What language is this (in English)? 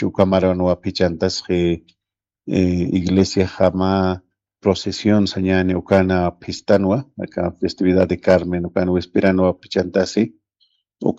Aymara